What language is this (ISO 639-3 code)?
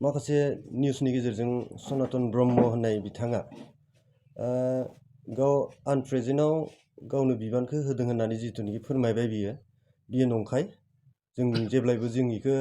brx